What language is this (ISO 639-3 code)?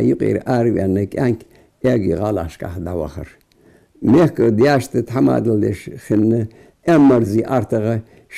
inh